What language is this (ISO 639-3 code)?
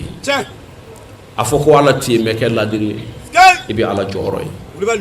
bam